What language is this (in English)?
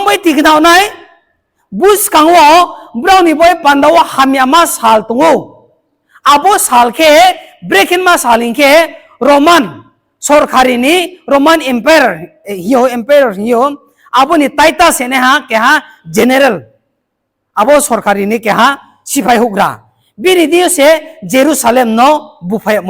Riang (India)